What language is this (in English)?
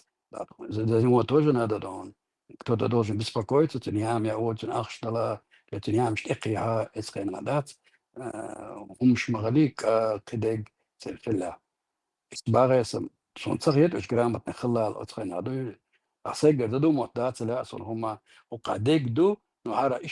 Chechen